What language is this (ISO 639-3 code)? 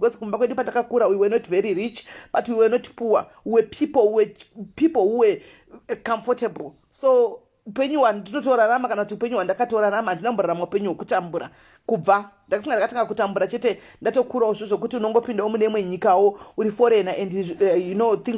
sna